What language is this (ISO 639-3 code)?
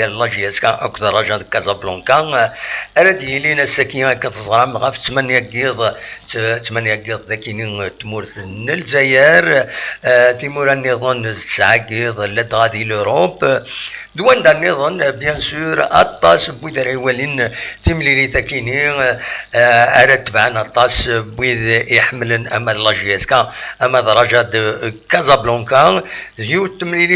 kab